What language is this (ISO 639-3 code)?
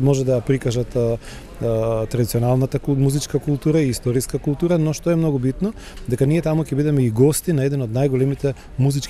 mkd